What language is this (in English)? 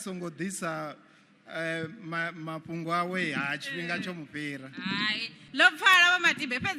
Venda